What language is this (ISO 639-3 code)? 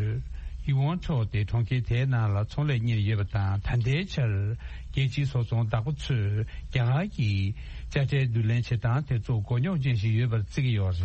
bod